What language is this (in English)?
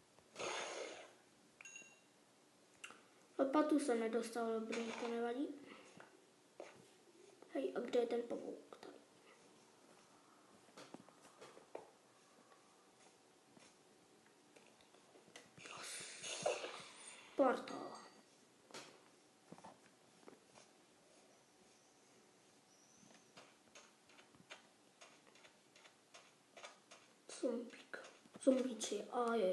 Czech